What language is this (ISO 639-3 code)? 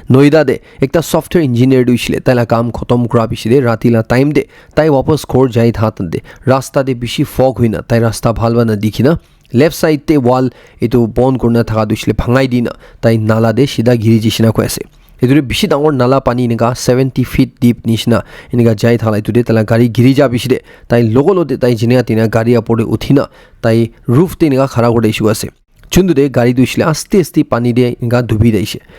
nag